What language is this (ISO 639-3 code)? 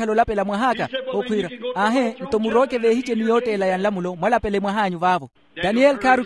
vmw